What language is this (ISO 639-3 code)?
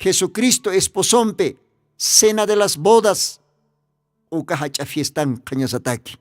aym